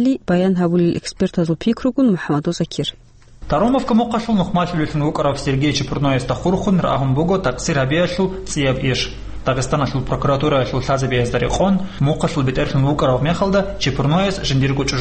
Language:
Avaric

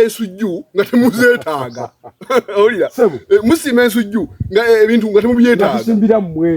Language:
Ganda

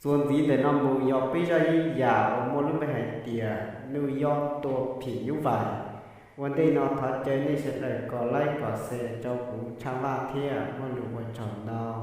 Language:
Hmong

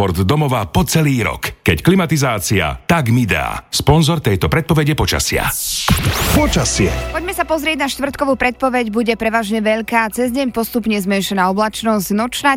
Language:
Slovak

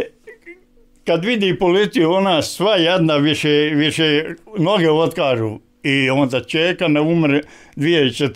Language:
Bosnian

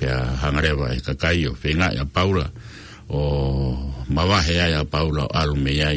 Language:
Tongan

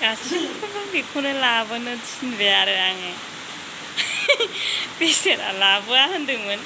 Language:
Bodo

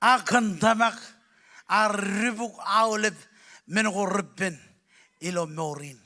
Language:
Marshallese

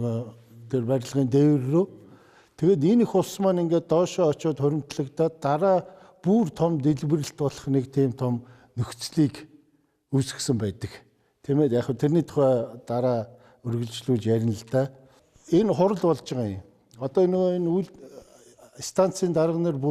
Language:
Mongolian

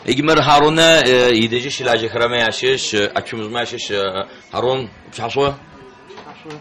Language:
Adyghe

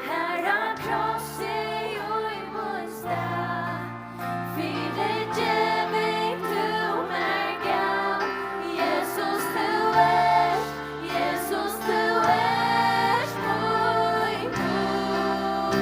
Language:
Faroese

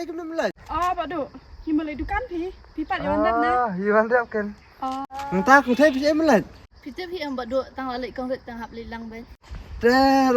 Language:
Khasi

